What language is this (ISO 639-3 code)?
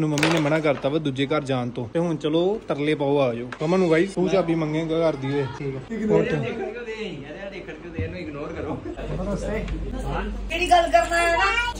pan